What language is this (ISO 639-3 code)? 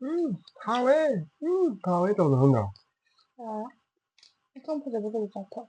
mni